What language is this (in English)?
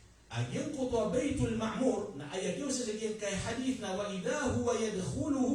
Maranao